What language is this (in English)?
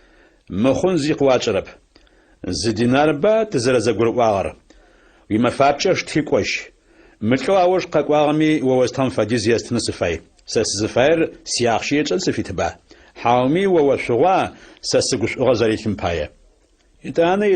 Adyghe